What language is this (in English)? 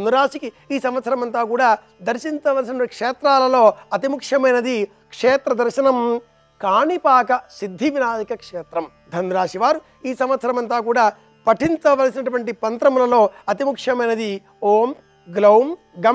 Telugu